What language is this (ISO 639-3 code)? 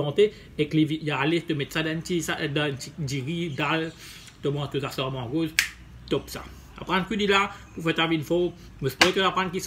mfe